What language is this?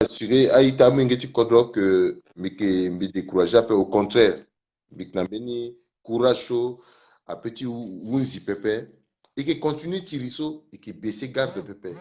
Sango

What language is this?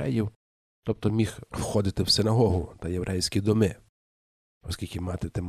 Ukrainian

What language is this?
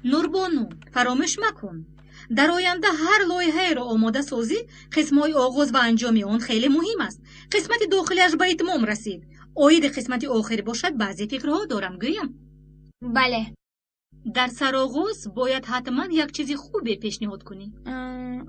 Tajik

